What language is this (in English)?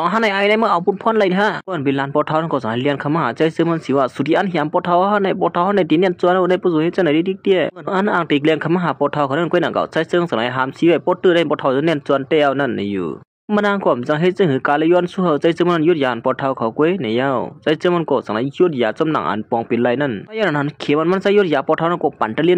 Shan